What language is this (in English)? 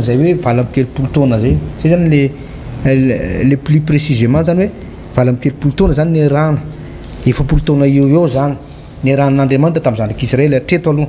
Malagasy